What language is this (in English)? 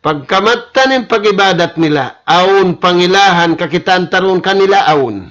Tausug